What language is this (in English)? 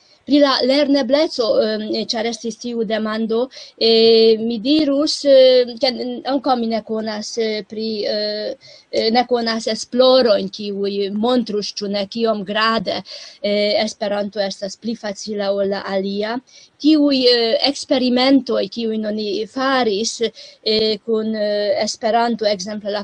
Esperanto